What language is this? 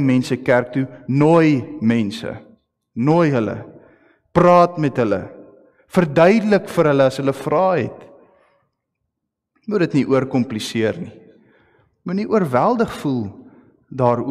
Afrikaans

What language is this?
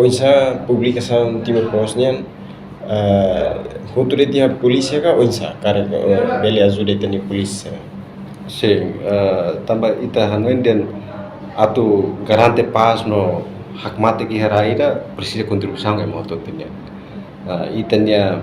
Tetum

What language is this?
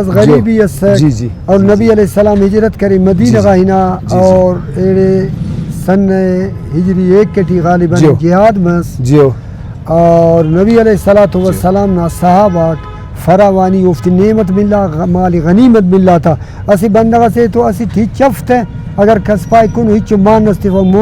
Brahui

